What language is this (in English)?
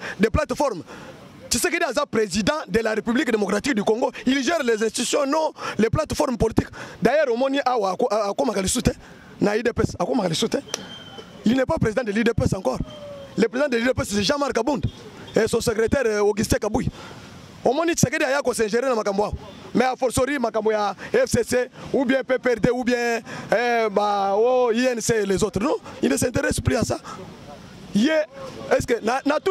Lingala